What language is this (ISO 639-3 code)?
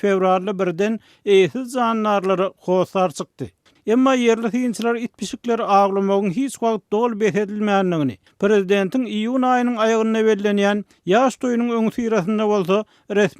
tuk